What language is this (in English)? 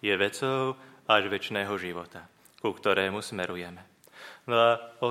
Slovak